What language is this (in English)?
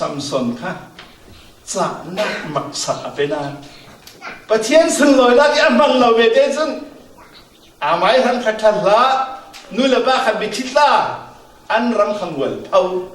Falam Chin